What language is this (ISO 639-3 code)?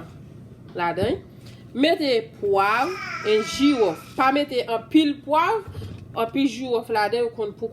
hat